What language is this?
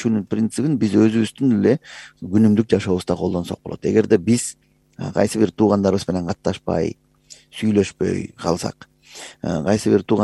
Kyrgyz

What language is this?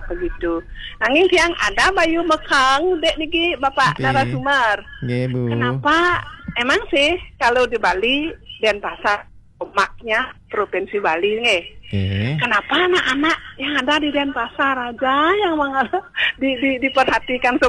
Balinese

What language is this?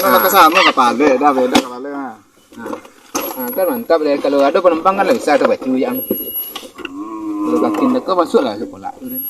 Minangkabau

